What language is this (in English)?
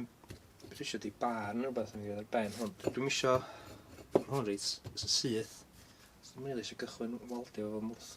Welsh